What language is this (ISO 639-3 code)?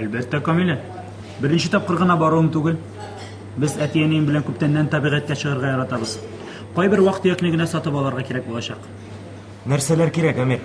tat